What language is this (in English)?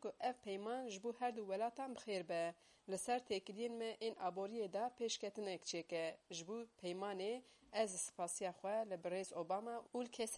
Kurdish